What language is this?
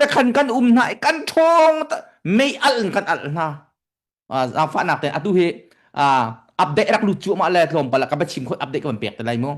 Hakha Chin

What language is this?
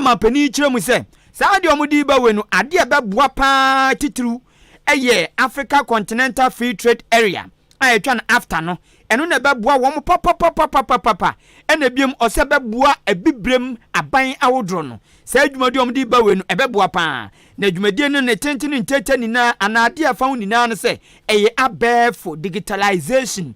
Akan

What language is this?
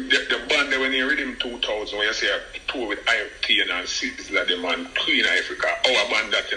Jamaican Creole English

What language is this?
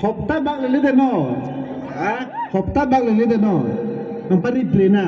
Karbi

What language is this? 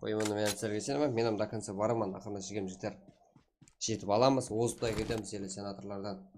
Kara-Kalpak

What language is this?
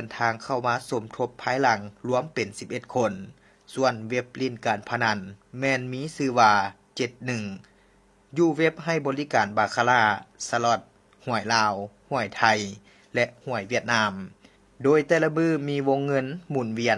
Lao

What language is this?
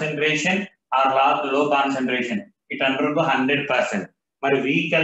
Telugu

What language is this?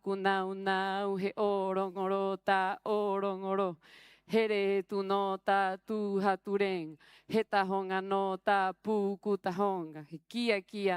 Rapanui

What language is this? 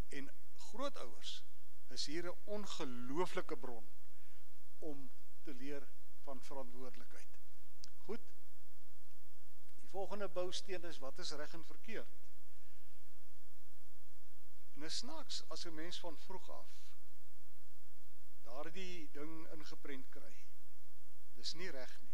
Afrikaans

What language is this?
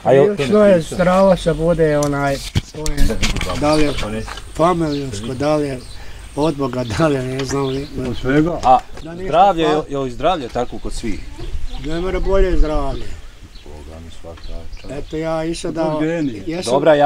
Bosnian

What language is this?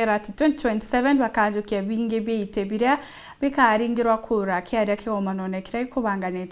Meru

